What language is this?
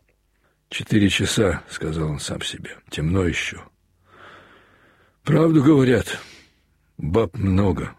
Russian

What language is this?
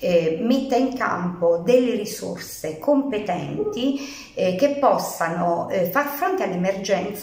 Italian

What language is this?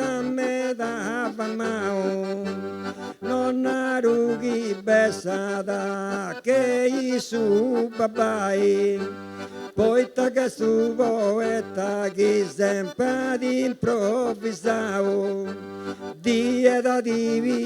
Sardinian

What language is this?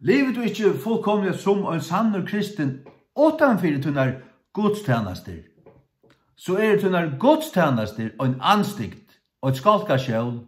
Faroese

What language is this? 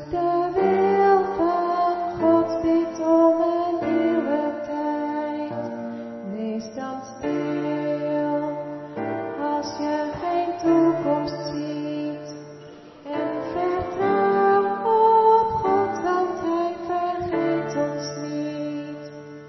Dutch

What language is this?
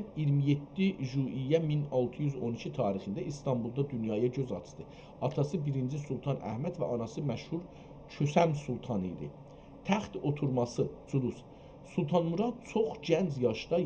South Azerbaijani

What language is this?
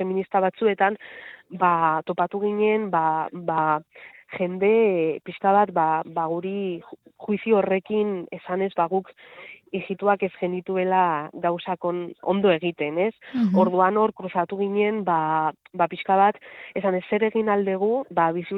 Basque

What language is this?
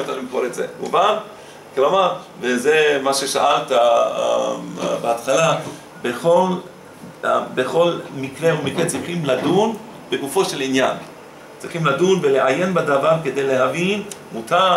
Hebrew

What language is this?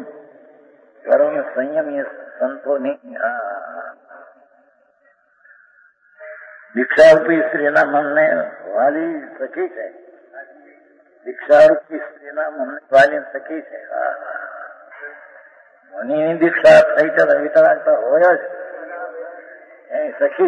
Gujarati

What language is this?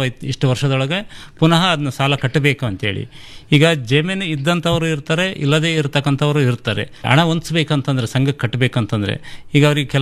Kannada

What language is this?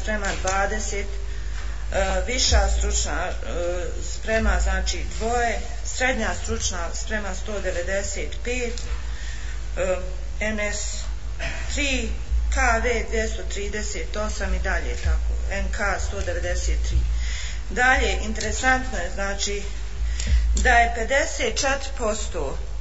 Bosnian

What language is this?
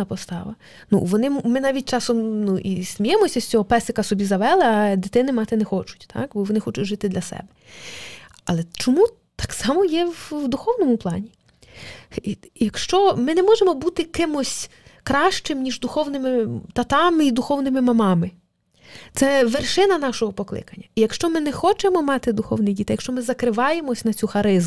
Ukrainian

